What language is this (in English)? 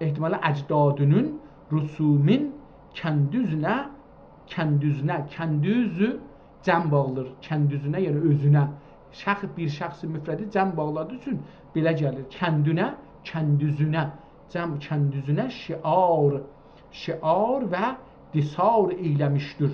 South Azerbaijani